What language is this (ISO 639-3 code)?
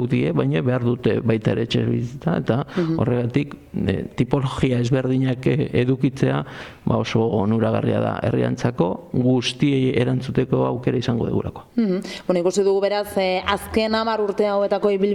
eus